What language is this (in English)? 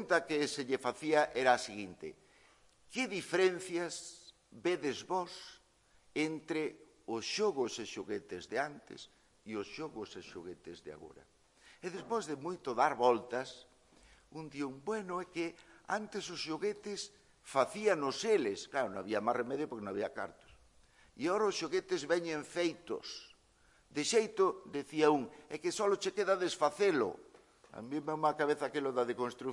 Galician